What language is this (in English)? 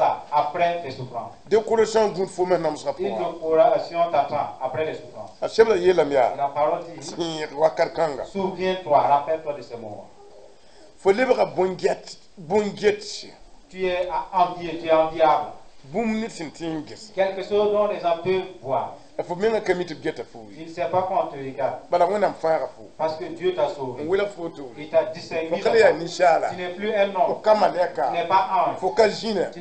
Mossi